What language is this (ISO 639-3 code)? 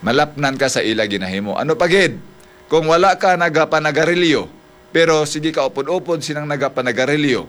hil